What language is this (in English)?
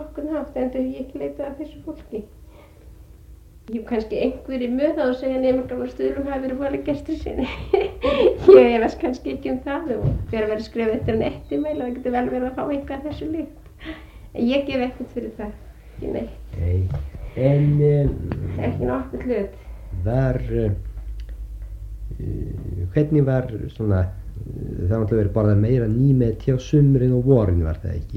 Icelandic